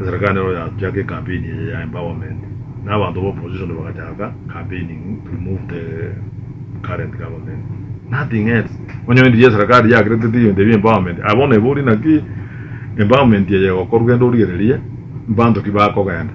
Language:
Gusii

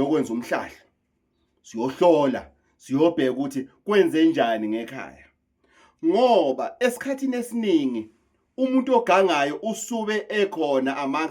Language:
Zulu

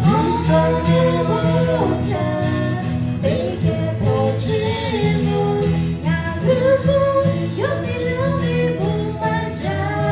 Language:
Lahu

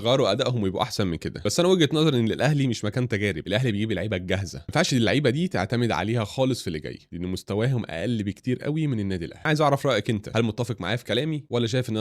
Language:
Egyptian Arabic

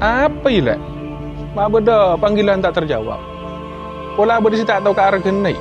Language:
Madurese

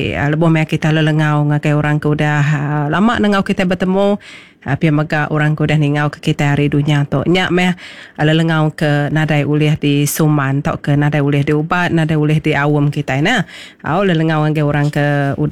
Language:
Iban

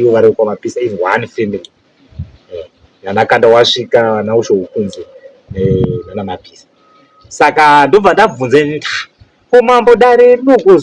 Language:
Shona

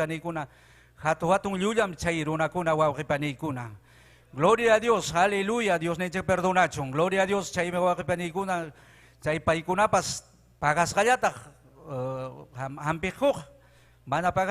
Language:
Ayacucho Quechua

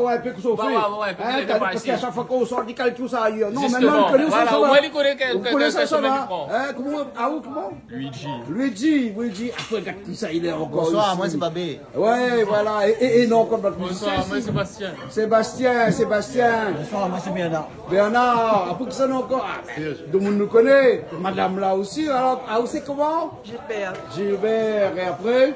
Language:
Réunion Creole French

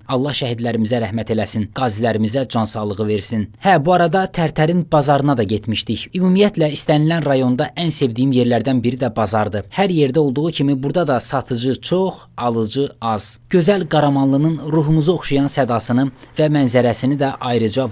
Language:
Azerbaijani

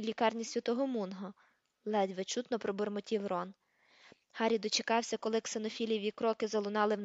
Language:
Ukrainian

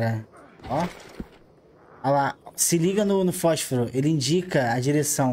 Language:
Portuguese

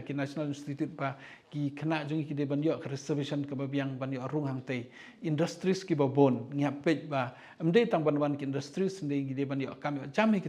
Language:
Khasi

